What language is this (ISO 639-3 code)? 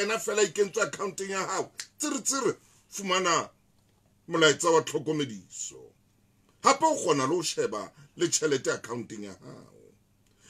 sot